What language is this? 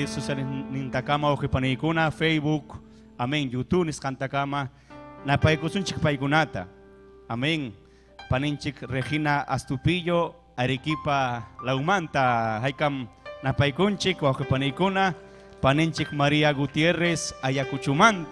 Ayacucho Quechua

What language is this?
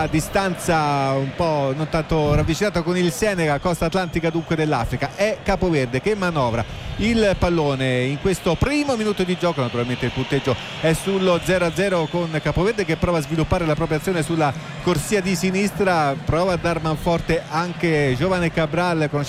Italian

